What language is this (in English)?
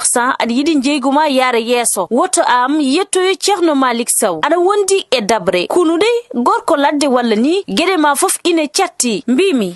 Fula